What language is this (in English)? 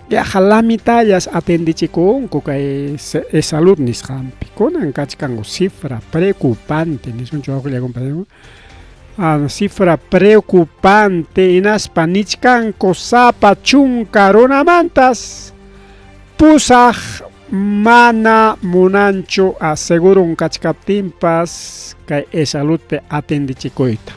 Ayacucho Quechua